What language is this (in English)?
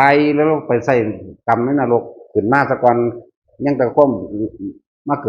Northeastern Thai